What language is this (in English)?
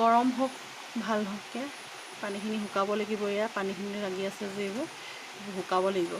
Assamese